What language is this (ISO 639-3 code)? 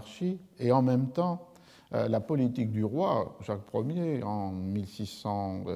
fra